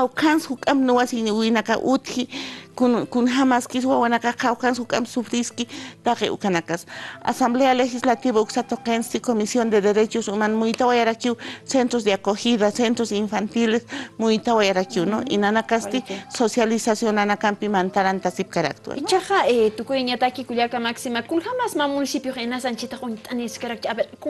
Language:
Aymara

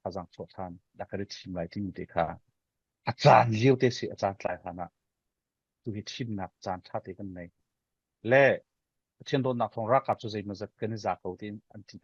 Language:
Falam Chin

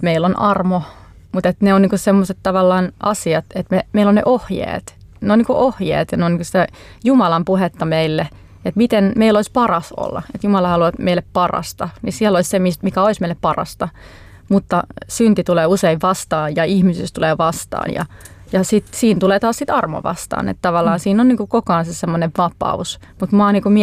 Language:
Finnish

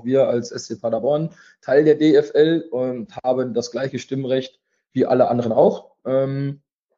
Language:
German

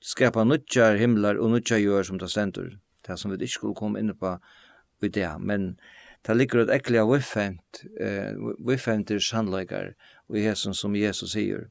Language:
Faroese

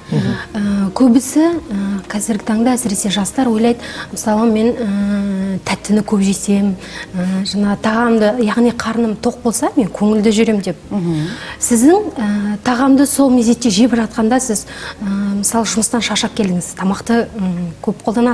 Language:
Kazakh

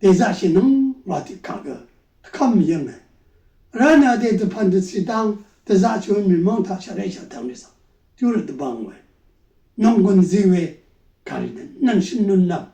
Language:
Rawang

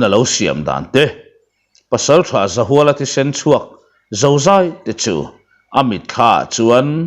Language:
Mizo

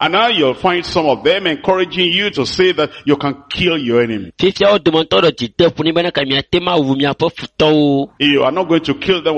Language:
Ewe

